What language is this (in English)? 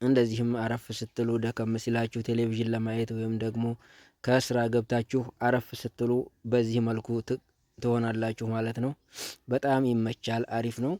Amharic